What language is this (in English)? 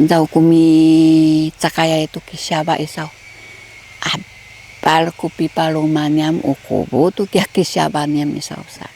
Sakizaya